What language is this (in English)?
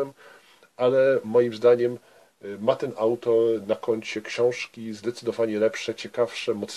Polish